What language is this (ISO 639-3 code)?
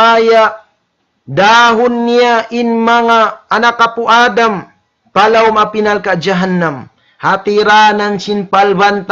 tsg